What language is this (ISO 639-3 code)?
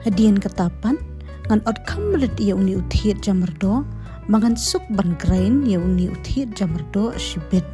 kha